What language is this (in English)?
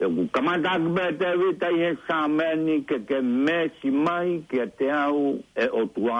Tongan